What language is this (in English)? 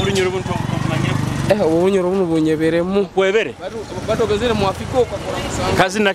Nyoro